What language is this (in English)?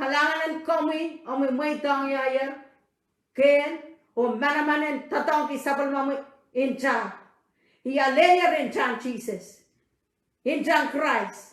Pohnpeian